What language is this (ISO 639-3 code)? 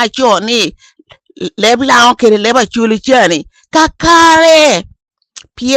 laj